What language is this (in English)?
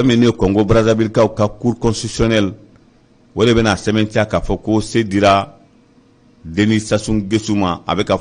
Bambara